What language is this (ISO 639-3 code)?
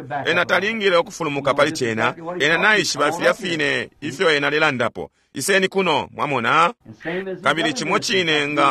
bem